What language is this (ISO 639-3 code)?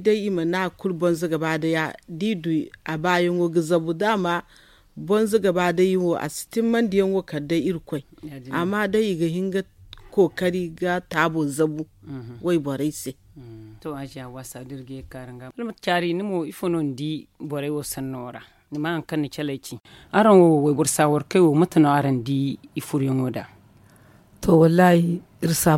dje